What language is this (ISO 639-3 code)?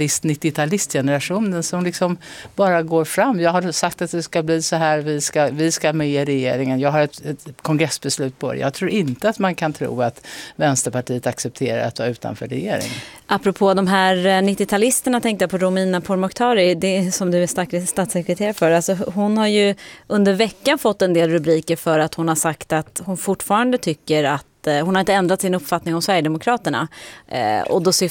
swe